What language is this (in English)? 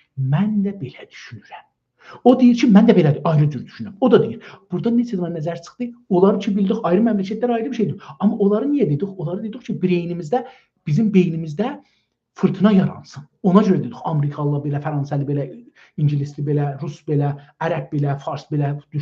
South Azerbaijani